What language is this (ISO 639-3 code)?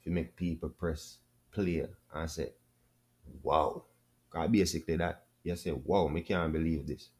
jam